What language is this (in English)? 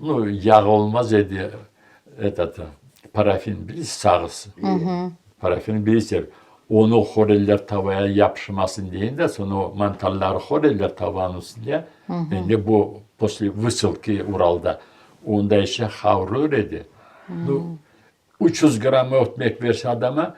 Crimean Tatar